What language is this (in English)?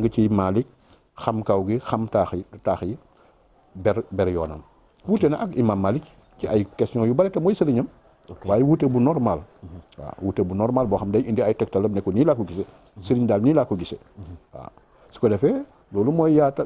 Wolof